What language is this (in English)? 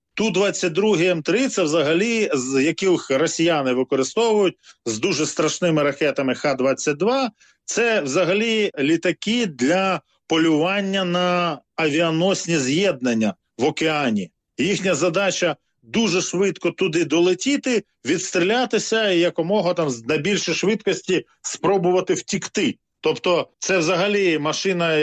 Ukrainian